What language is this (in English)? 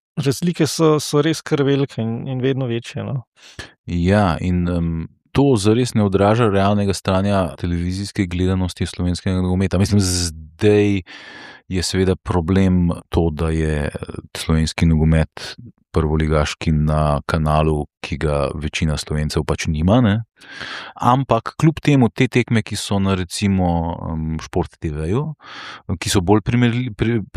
Slovenian